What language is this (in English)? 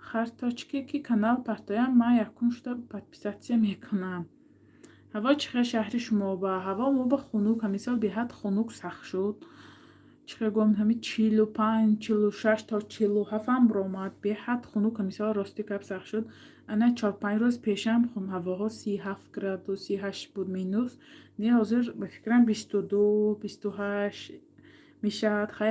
Tajik